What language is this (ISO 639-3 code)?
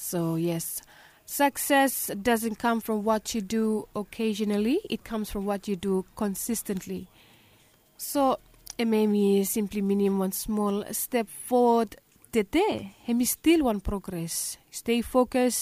bis